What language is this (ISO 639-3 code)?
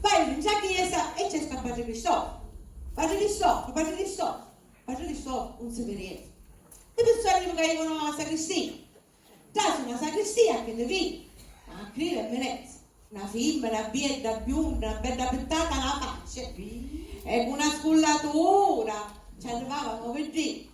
scn